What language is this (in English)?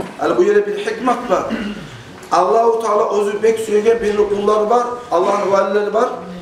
Kumyk